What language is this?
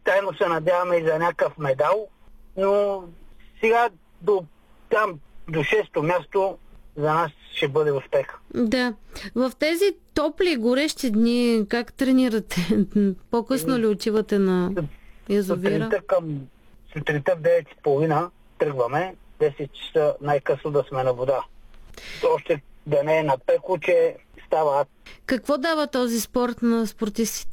Bulgarian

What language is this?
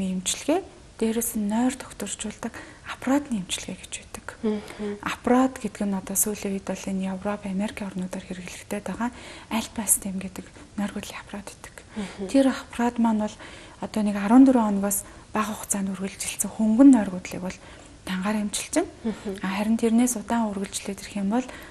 Mongolian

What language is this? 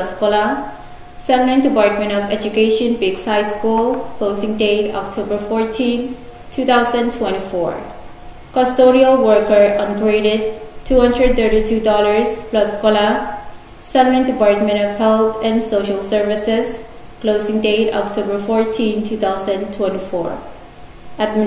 Pohnpeian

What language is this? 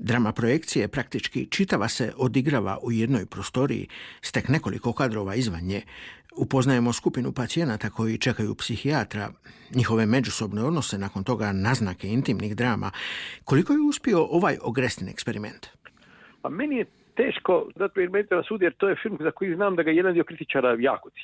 Croatian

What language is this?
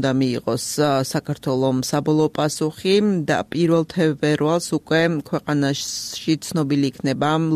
Georgian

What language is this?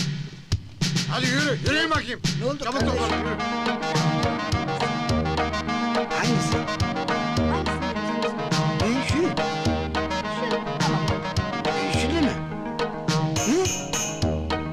Turkish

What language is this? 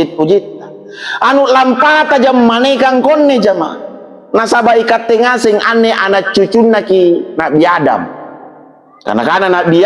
Makasar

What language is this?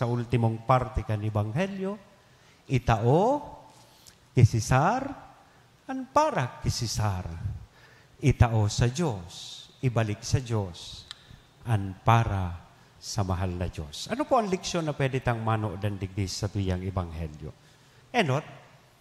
Bikol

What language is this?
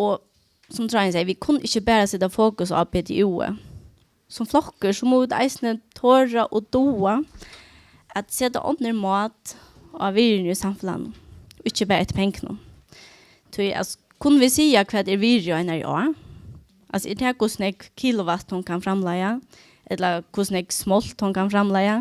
Faroese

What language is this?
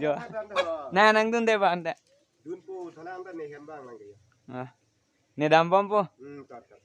Karbi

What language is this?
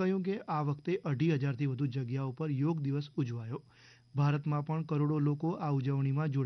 Gujarati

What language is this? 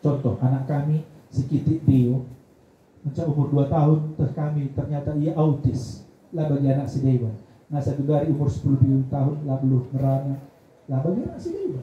Batak Karo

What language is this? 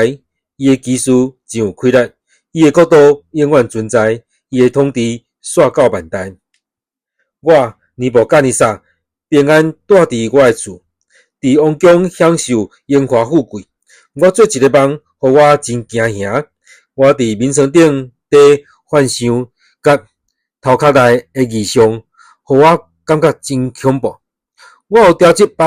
Min Nan Chinese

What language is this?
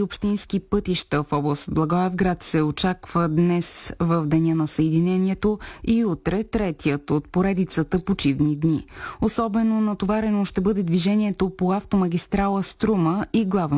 Bulgarian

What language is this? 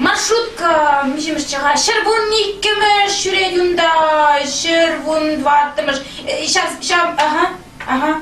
Chuvash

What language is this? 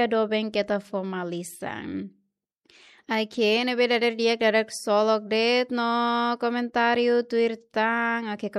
Tetum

